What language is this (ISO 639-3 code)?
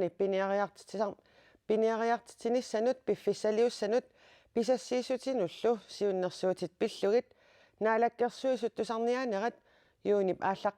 kal